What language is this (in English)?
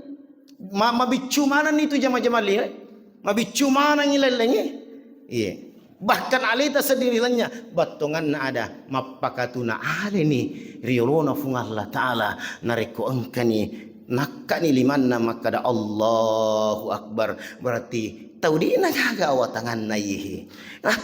Buginese